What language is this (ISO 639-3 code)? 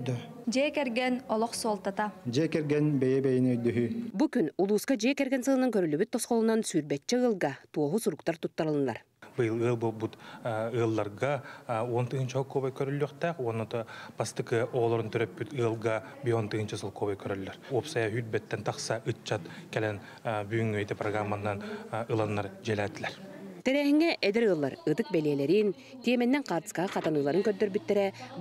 sah